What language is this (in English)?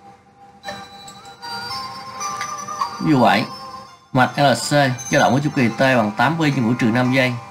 Vietnamese